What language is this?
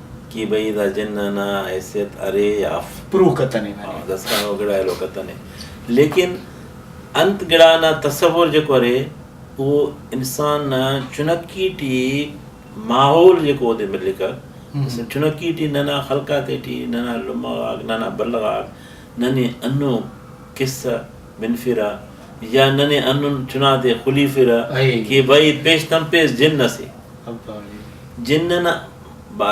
Brahui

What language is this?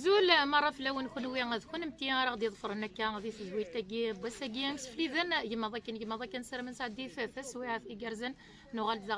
Kabyle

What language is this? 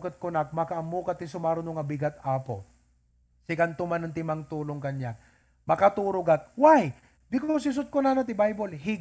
Iloko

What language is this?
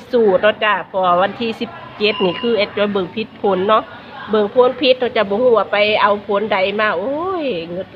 Northeastern Thai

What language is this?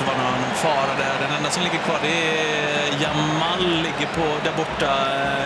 Swedish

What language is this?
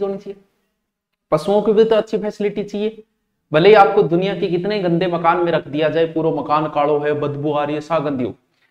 Hindi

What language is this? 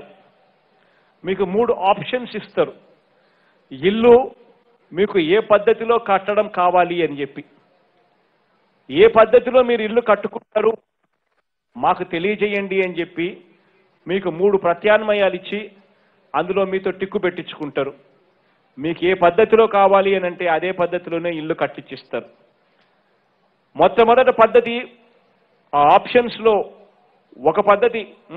Telugu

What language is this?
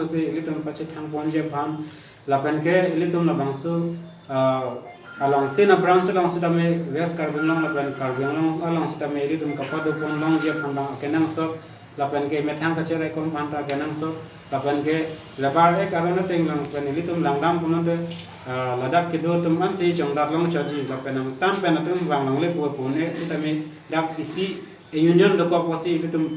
Karbi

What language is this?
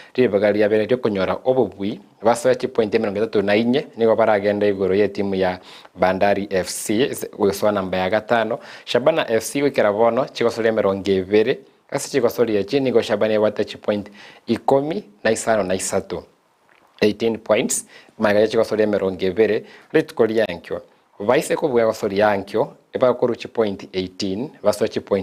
Gusii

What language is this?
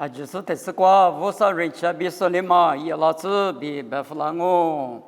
Lisu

